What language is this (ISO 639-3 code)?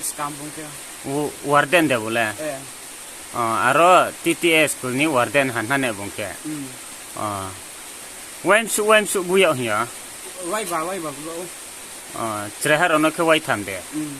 ria